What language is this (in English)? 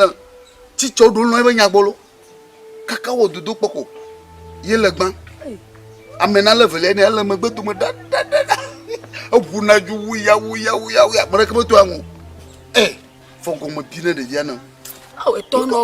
Ewe